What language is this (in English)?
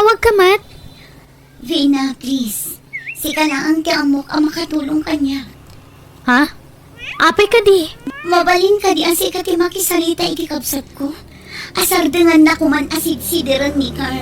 Iloko